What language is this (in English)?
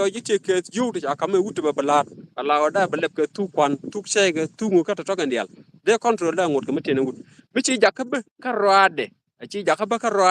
Nuer